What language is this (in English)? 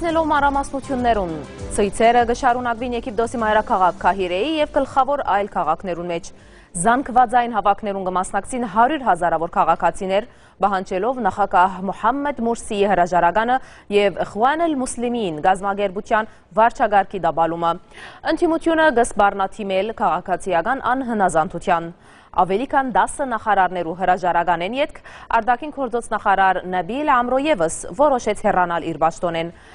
Western Armenian